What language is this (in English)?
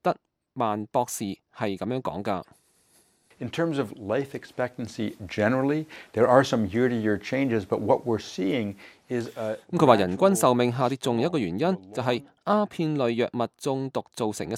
Cantonese